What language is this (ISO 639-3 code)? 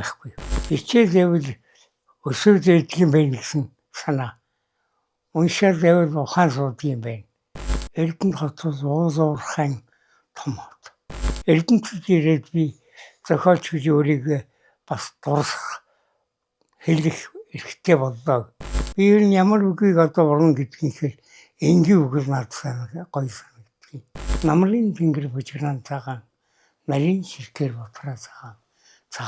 mon